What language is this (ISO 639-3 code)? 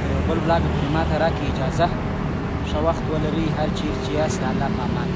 pus